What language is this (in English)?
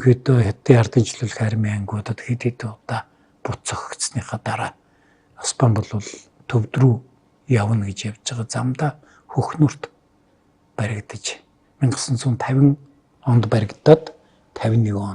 Mongolian